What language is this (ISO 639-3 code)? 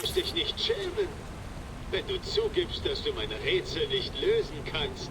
bar